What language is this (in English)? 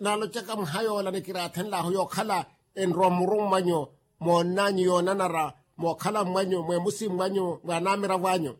Makhuwa